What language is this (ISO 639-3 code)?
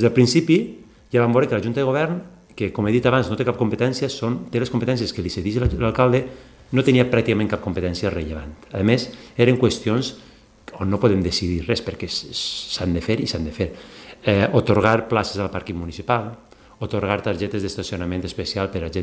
cat